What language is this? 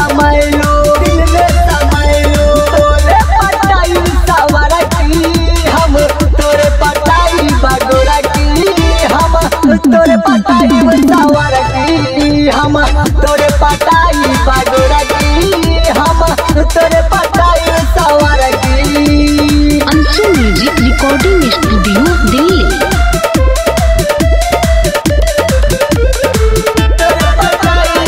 Bhojpuri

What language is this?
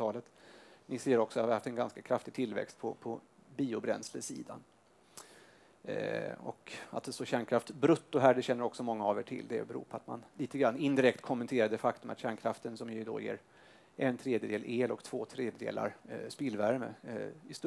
Swedish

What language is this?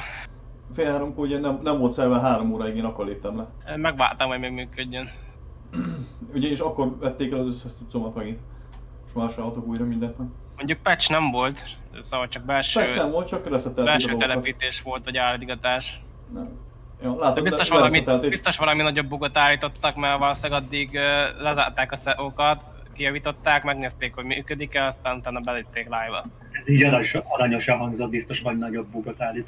Hungarian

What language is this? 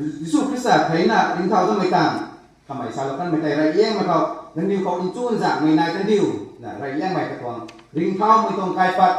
Rongmei Naga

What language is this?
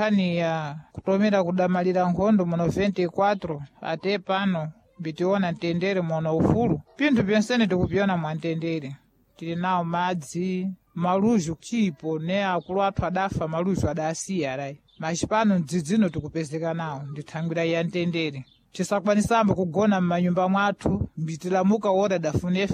Sena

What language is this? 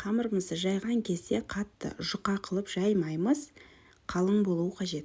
Kazakh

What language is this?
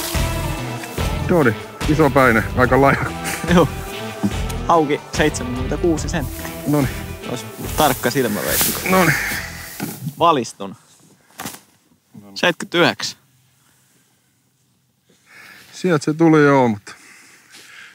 Finnish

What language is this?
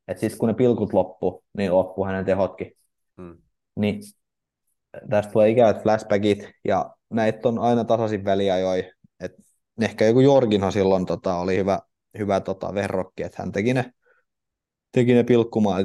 Finnish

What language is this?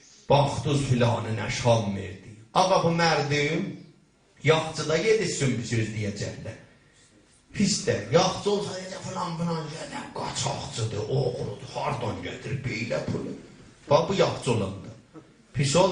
South Azerbaijani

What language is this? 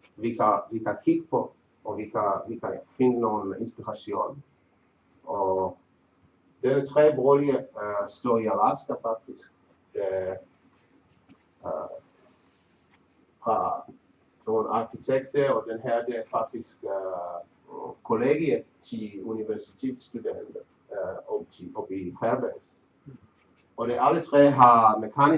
Danish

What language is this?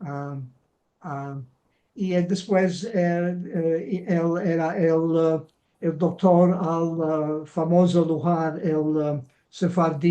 Ladino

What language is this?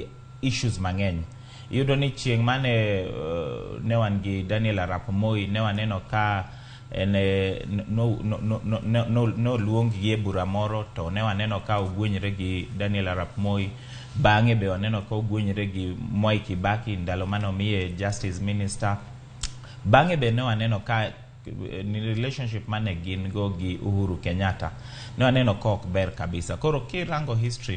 Luo (Kenya and Tanzania)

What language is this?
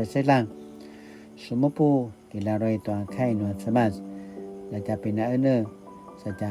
Paiwan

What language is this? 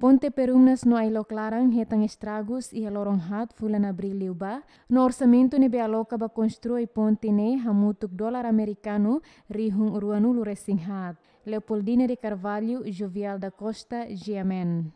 Tetum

